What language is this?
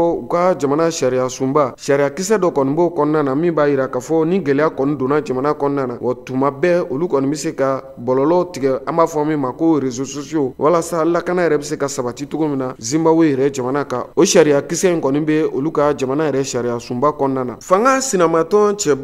Bambara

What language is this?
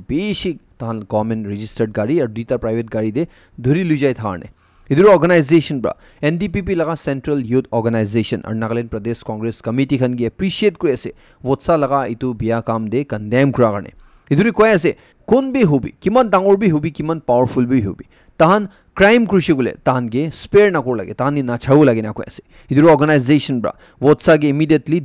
Naga Pidgin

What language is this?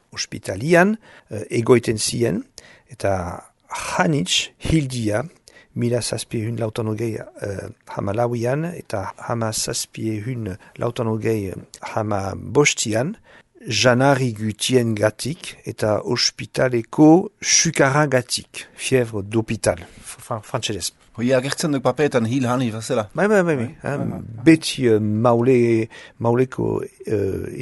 Basque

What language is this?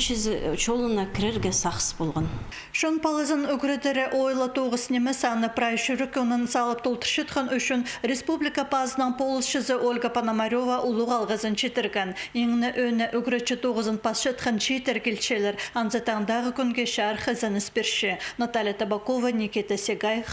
Khakas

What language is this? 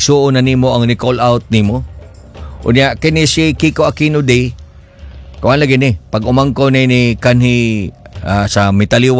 Cebuano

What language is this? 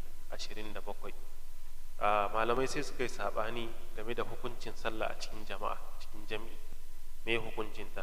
Hausa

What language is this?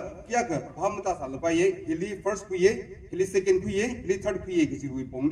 Tangkhul Naga (India)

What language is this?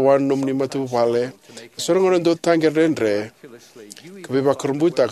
Fijian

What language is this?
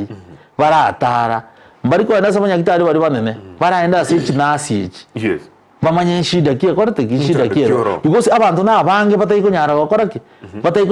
Gusii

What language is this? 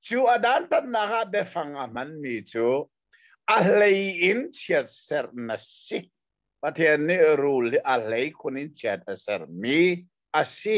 Hakha Chin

